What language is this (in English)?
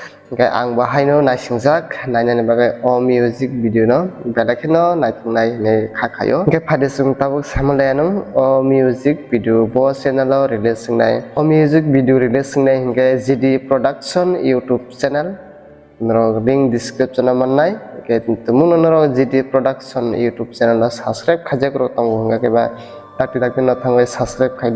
Kok Borok